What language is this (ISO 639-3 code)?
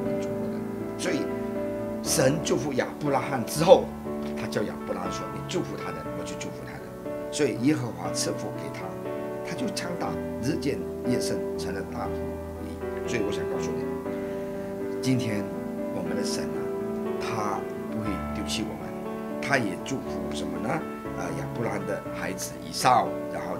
zho